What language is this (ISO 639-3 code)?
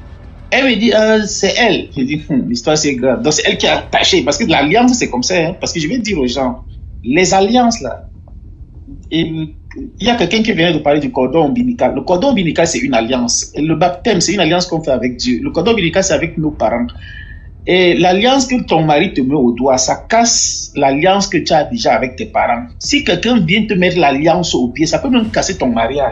fra